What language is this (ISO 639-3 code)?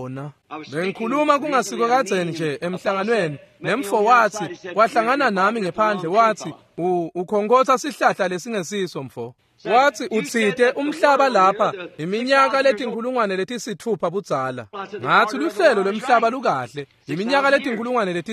ssw